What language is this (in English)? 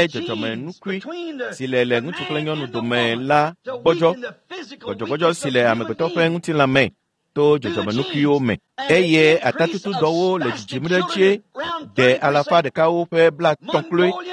Ewe